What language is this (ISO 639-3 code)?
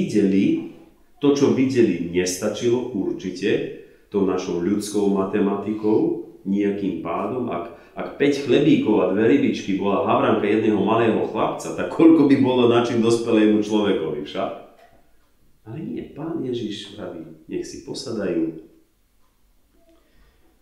slk